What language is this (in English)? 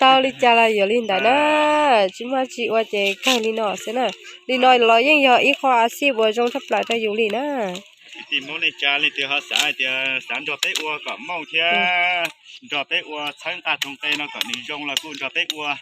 Hmong